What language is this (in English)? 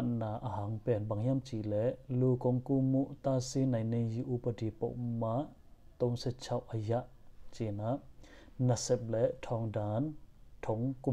Tedim Chin